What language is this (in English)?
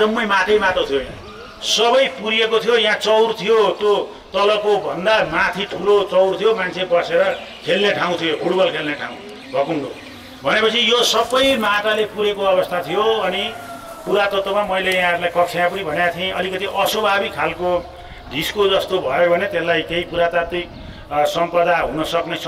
Nepali